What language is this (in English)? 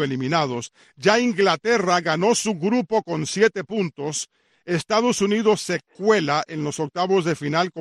Spanish